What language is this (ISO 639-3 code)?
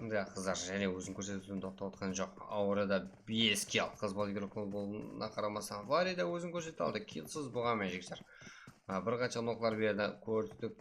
kaa